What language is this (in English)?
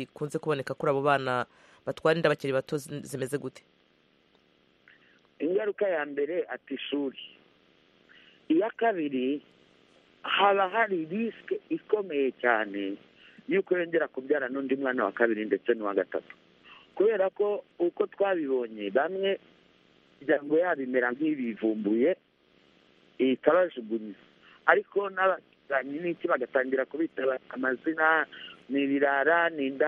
Kinyarwanda